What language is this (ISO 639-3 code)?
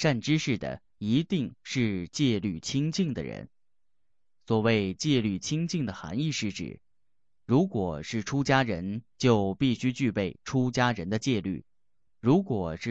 zho